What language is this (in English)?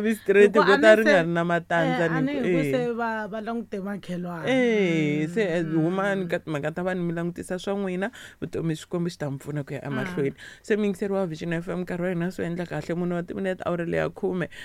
Tsonga